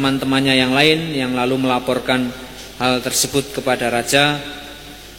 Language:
Indonesian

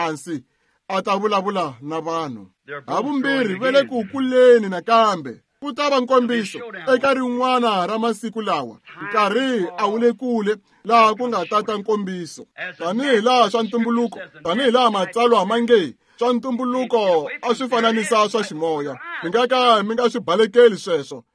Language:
Tsonga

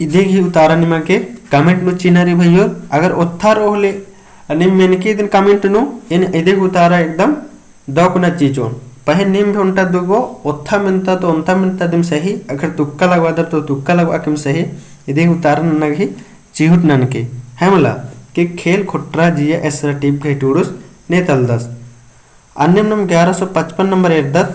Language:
Kurukh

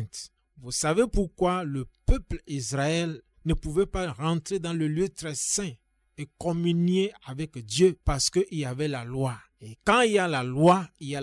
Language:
French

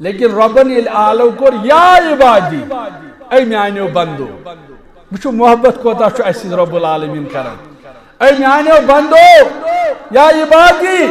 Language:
Kashmiri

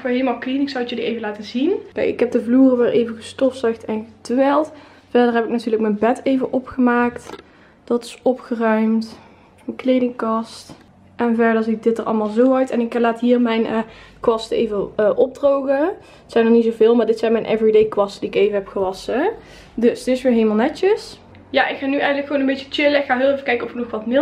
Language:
Dutch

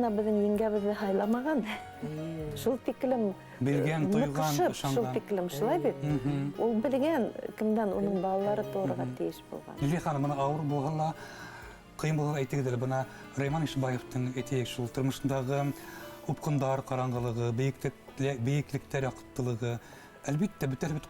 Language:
Bashkir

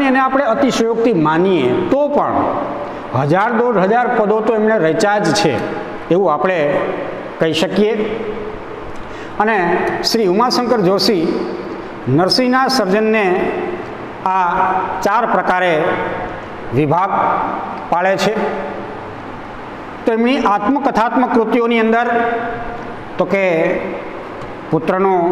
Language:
Gujarati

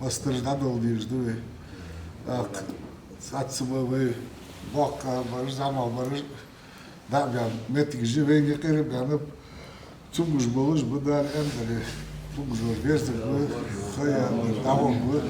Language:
Ingush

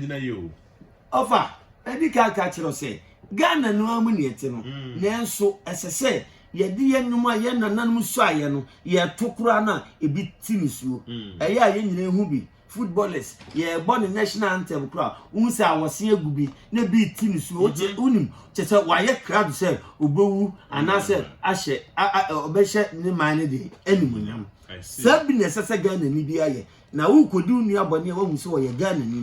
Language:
Akan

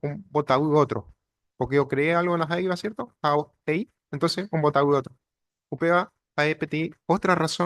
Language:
Guarani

